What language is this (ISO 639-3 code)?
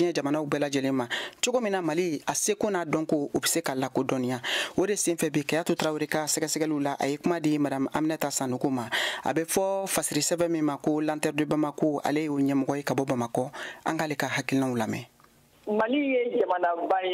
bam